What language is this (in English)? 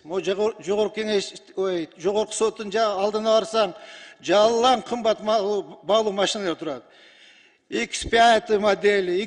Kyrgyz